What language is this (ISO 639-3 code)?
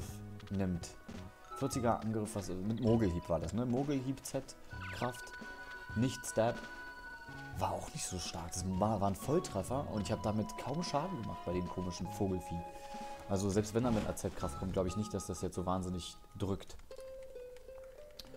deu